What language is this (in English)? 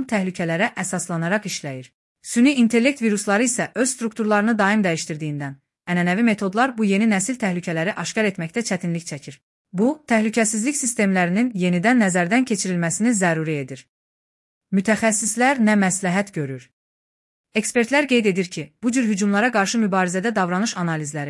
Azerbaijani